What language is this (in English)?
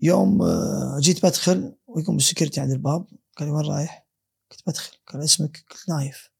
Gulf Arabic